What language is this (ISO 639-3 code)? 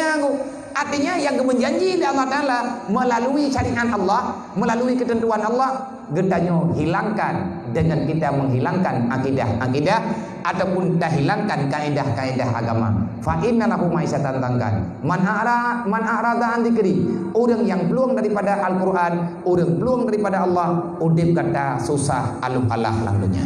ace